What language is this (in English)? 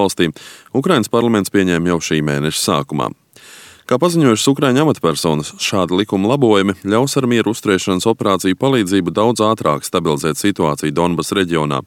Latvian